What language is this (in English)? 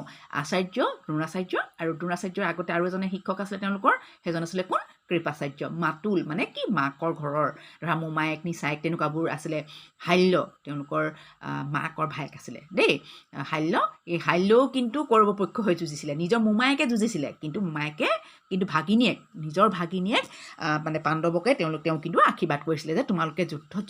Assamese